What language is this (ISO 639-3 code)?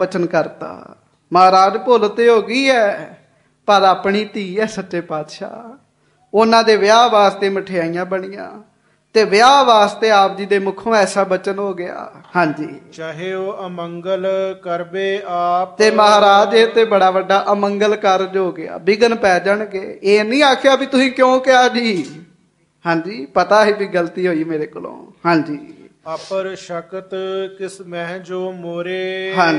pan